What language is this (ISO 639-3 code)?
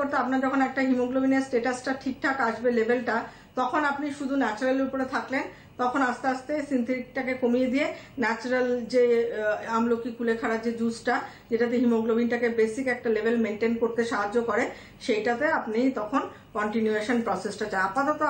ben